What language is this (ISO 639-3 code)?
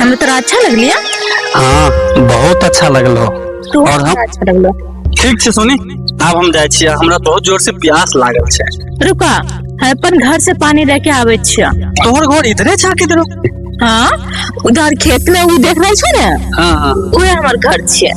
mai